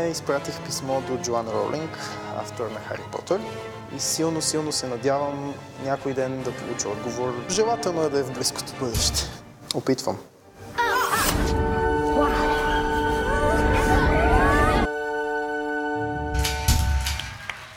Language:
Bulgarian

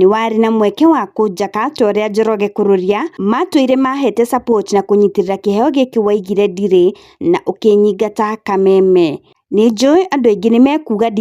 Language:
Kikuyu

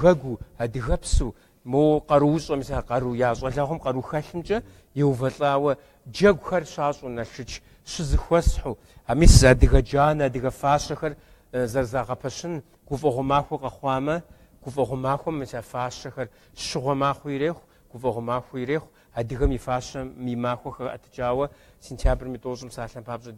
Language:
Kabardian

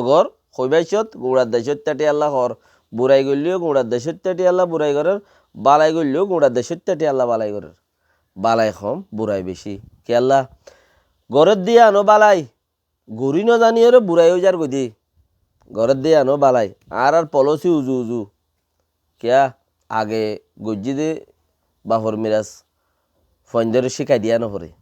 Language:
Rohingya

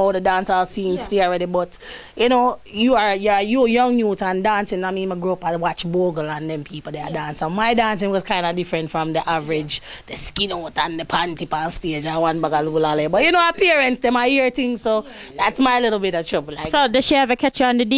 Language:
Jamaican Creole English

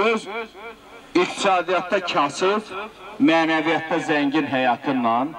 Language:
Azerbaijani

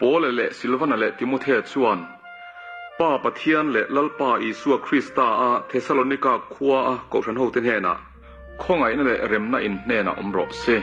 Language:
Mizo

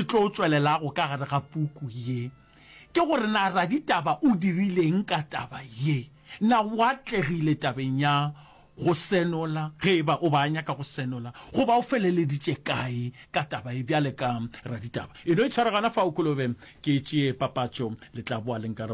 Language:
Northern Sotho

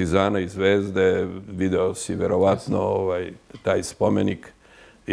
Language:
Serbian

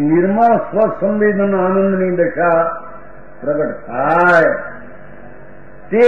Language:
Gujarati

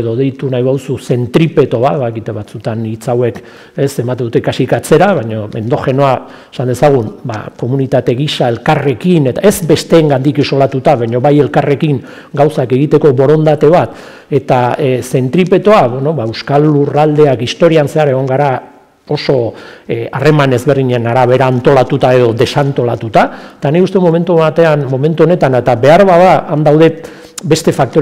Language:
Basque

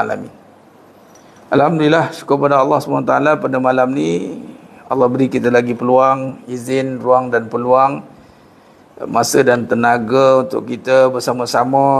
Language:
Malay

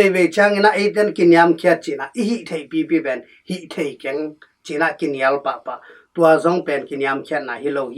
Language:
Tedim Chin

